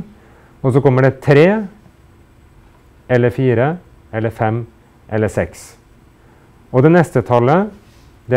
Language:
Norwegian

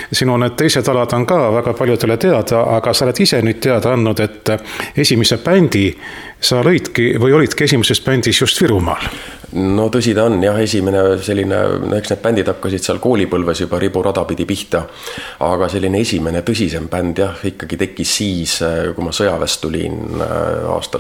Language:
Estonian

